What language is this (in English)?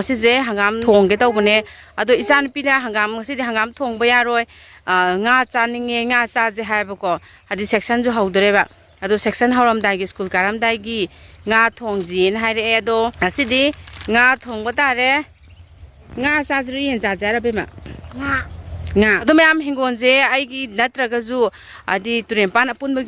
Manipuri